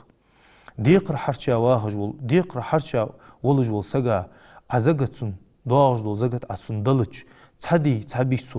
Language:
Ingush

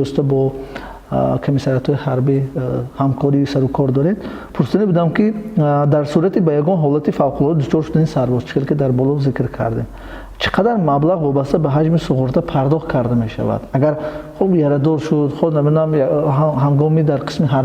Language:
Tajik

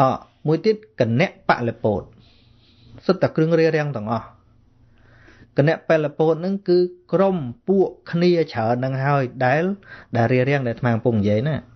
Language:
Khmer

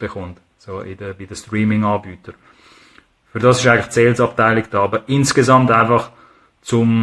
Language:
Swiss German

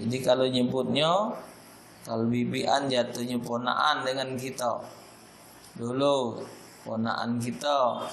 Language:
Musi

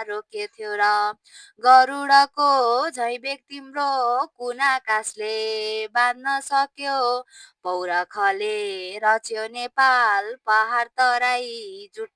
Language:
Nepali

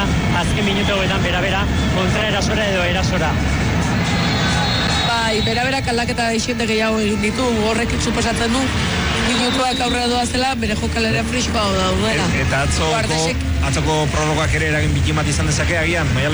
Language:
Basque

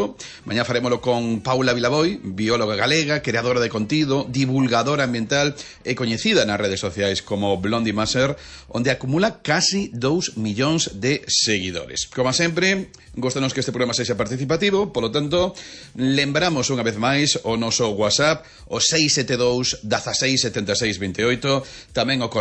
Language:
Galician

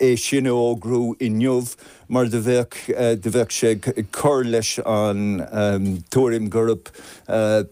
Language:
Irish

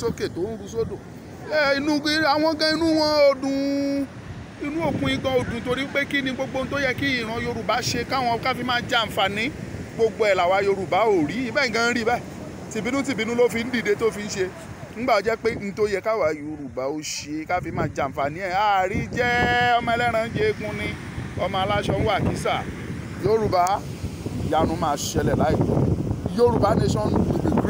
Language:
Yoruba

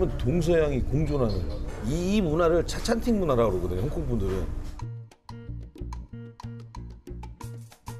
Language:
Korean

